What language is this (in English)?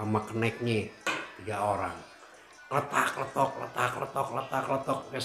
Betawi